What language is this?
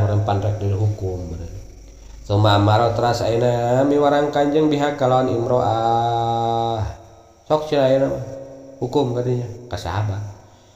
Sundanese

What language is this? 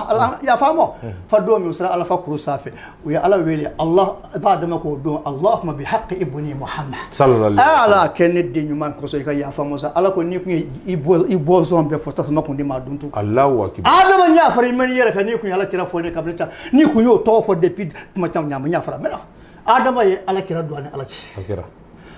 Bambara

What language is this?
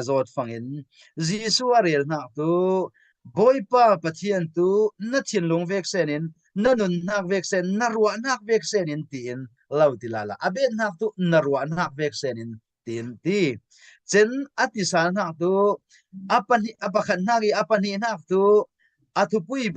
Falam Chin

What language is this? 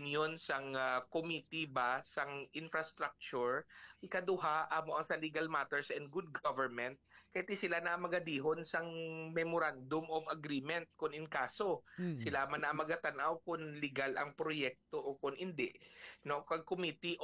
Hiligaynon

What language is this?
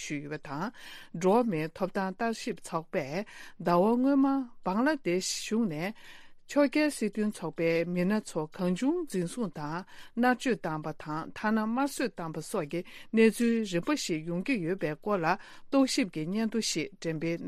Tibetan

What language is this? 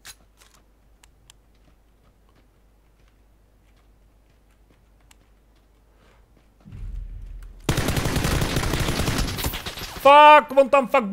Czech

